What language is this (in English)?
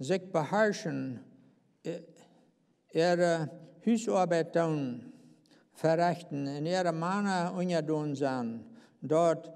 Plautdietsch